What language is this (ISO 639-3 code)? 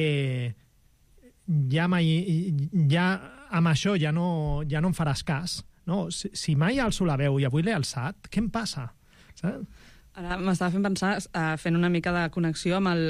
cat